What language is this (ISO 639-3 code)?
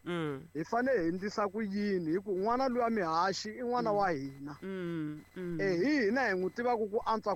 tso